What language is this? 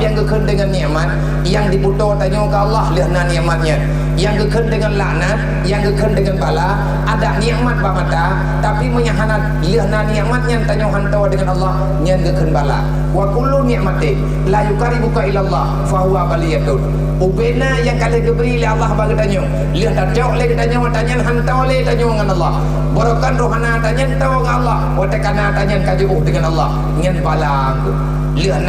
Achinese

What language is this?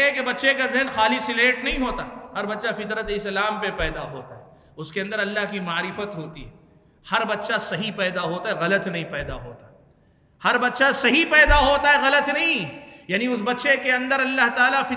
Urdu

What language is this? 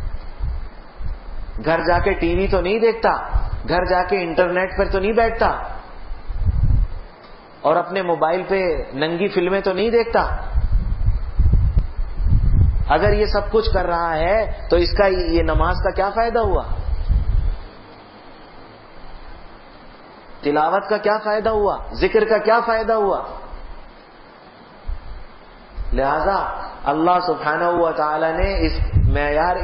Urdu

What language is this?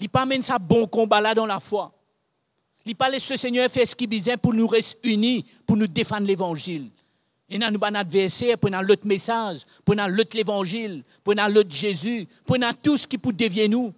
Morisyen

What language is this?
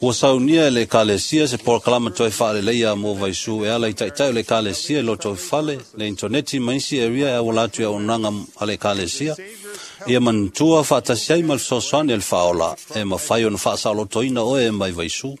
Samoan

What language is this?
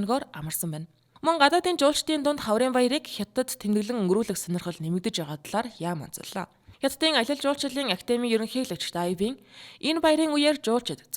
Mongolian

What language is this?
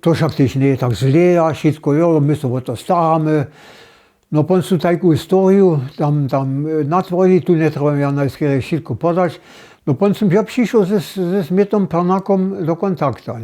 Upper Sorbian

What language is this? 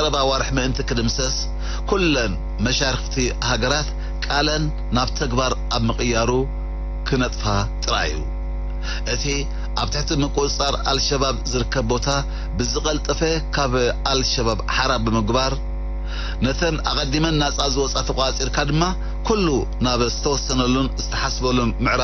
Tigrinya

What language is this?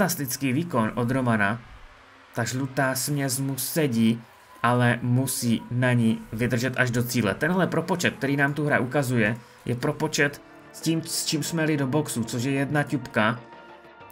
Czech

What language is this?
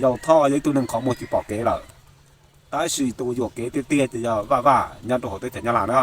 Hmong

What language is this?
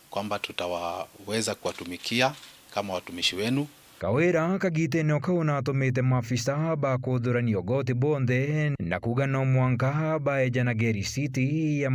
Meru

